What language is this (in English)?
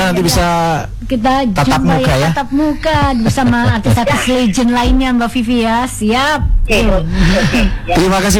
Indonesian